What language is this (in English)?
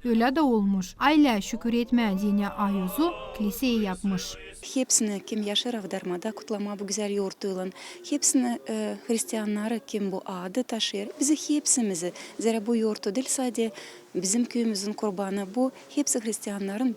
Gagauz